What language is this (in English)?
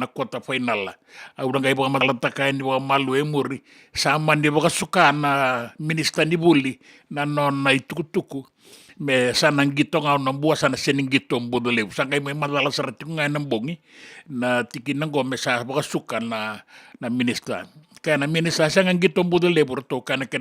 Fijian